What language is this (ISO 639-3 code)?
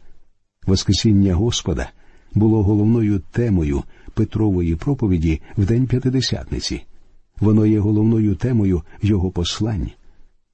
ukr